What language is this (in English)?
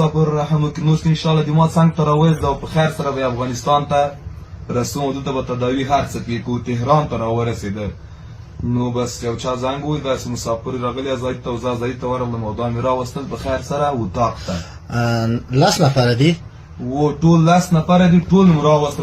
Pashto